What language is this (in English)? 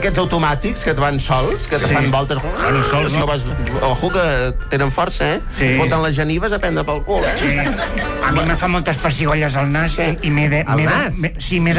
Catalan